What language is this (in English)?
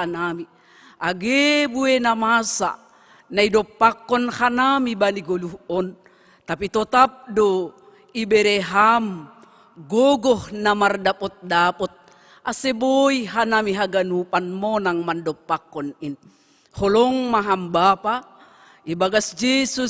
Batak Simalungun